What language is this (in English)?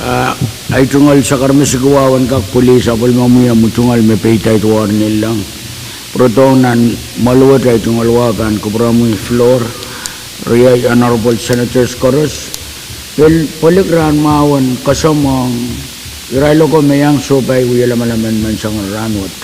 Pohnpeian